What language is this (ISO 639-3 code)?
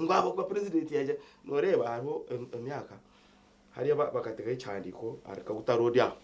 nyn